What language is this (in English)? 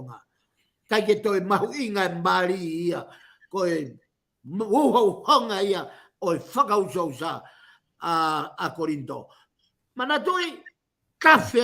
Tongan